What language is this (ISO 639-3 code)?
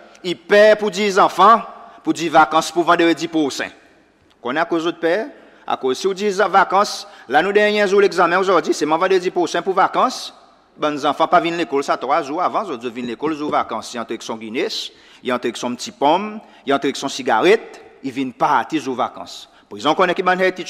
crs